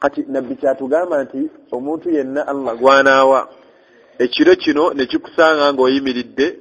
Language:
Ganda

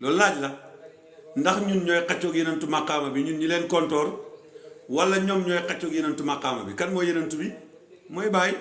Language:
Wolof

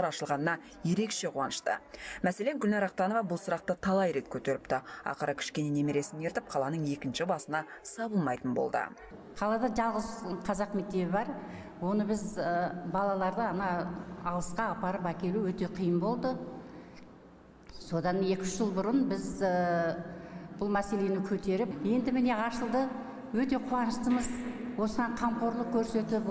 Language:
Kazakh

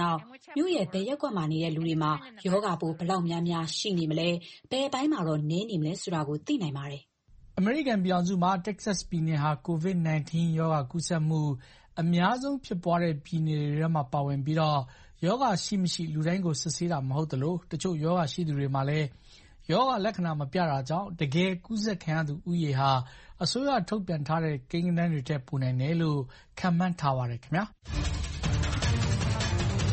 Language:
Burmese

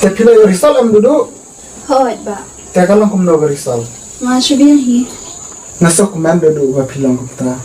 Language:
Khasi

